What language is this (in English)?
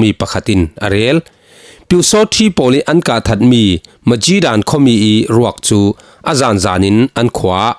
Falam Chin